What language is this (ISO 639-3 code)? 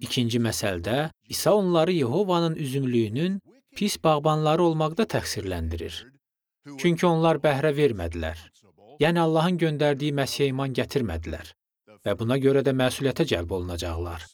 aze